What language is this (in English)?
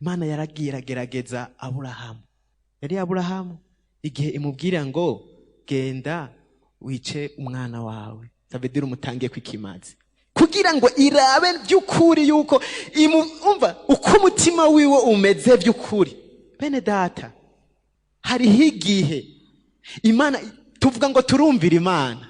Rundi